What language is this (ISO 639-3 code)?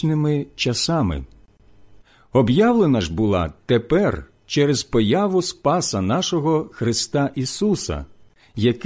ukr